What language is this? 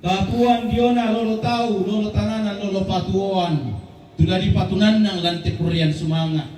Toraja-Sa'dan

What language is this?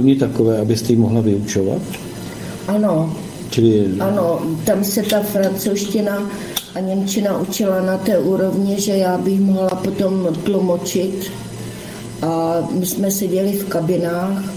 Czech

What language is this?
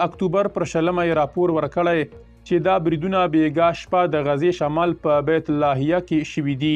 Pashto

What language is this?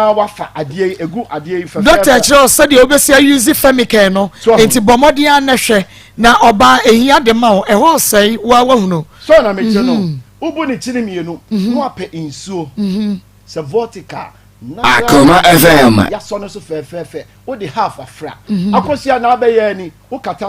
Akan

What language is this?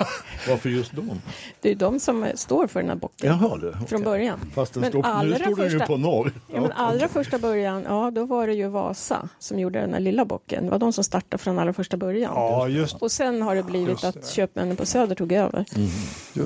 Swedish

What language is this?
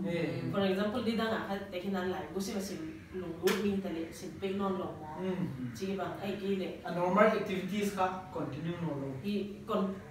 Paite Chin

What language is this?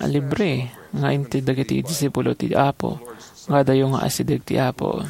Iloko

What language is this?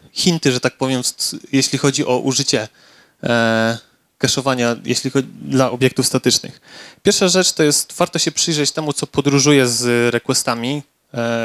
Polish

